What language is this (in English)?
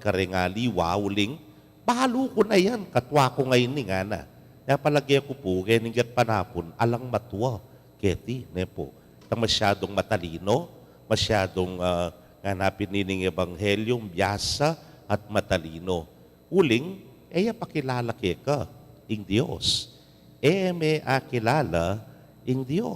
Pampanga